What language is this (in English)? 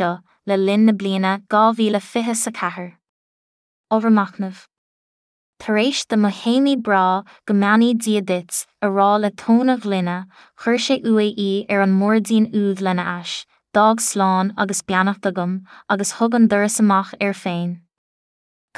Irish